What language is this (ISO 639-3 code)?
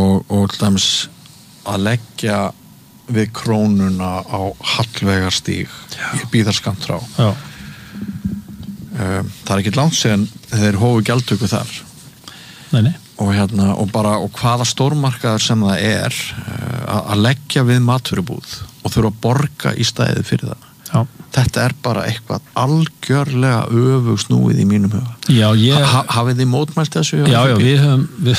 isl